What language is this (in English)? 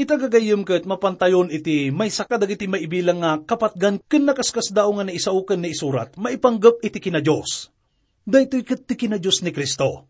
Iloko